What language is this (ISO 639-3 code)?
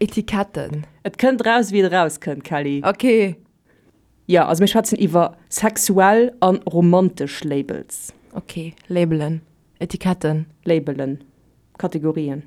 ltz